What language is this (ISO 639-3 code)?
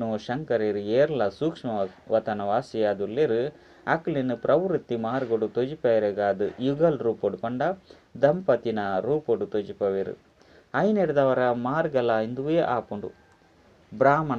tcy